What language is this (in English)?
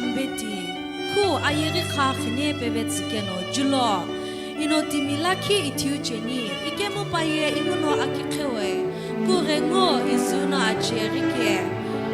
Sumi Naga